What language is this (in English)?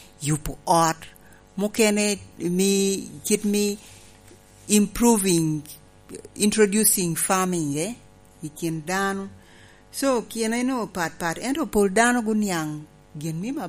Lango (Uganda)